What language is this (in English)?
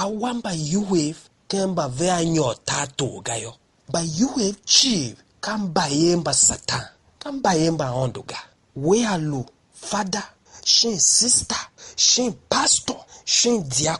Tiv